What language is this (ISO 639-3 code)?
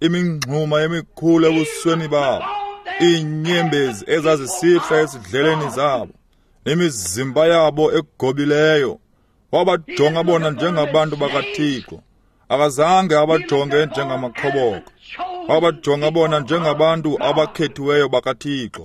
xho